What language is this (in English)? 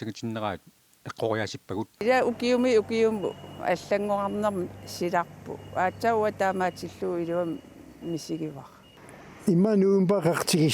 Kalaallisut